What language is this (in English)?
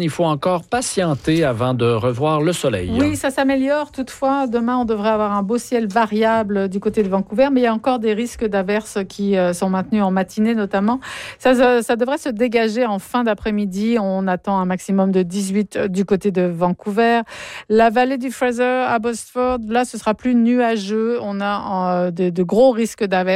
French